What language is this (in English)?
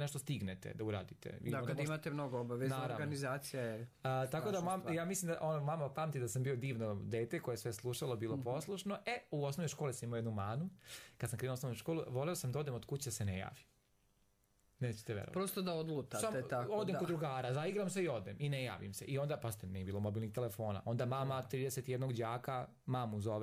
Serbian